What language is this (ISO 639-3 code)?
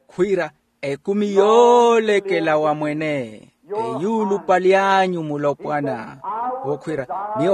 vmw